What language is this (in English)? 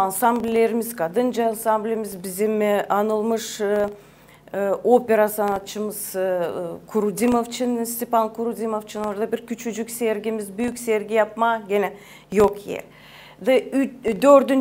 Gagauz